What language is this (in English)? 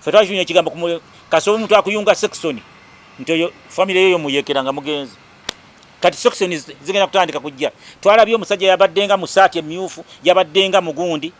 Ganda